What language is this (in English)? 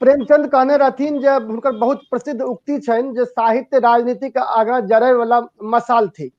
Maithili